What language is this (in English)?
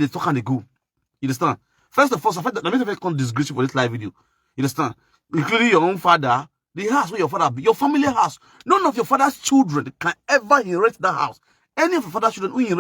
Nigerian Pidgin